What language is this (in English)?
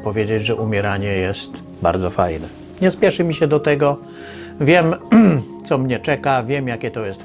Polish